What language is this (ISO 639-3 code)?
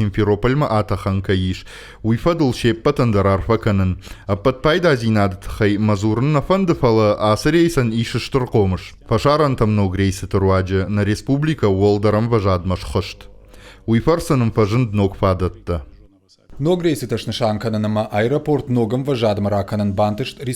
oss